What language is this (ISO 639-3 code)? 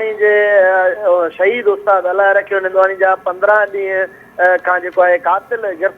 snd